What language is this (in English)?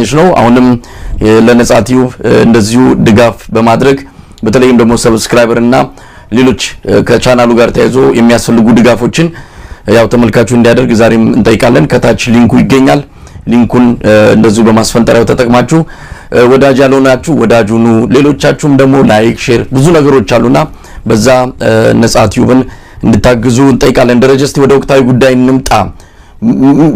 Amharic